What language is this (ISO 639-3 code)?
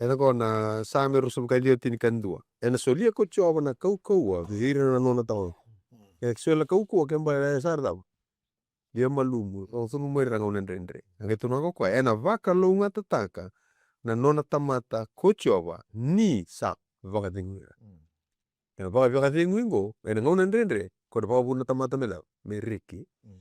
fij